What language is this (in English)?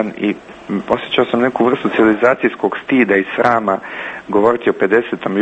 Croatian